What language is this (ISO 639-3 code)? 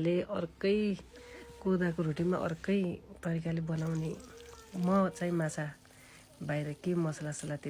nep